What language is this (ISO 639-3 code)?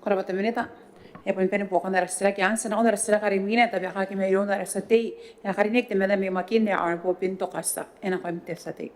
gil